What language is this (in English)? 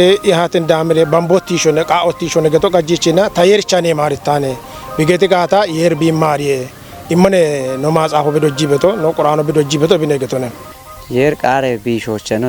Kafa